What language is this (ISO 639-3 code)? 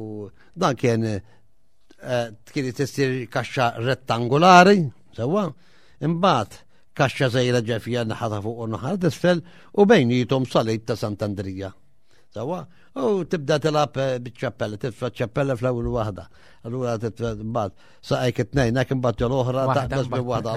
mlt